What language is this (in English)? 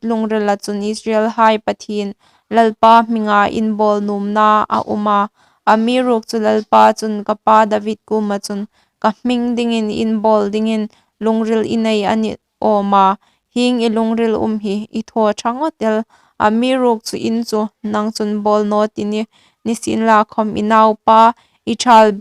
Hmar